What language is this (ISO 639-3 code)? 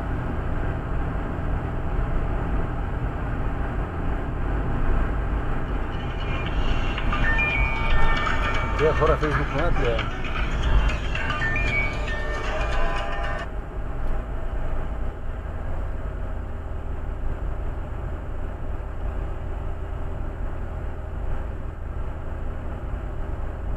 bul